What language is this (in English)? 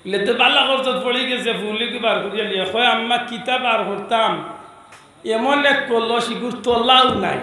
Sylheti